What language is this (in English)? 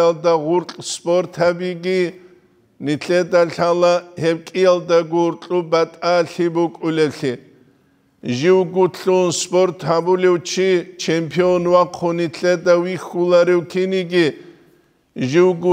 Avaric